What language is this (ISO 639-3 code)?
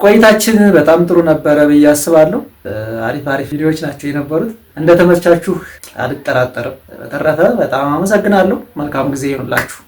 amh